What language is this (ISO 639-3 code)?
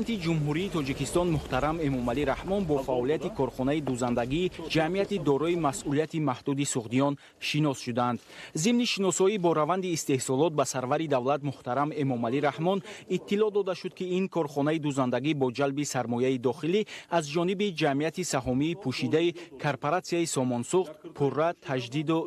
tgk